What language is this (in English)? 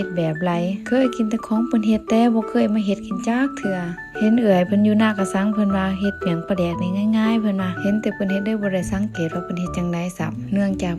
Lao